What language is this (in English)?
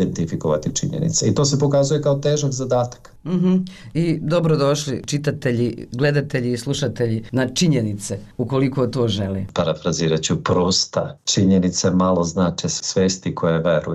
Serbian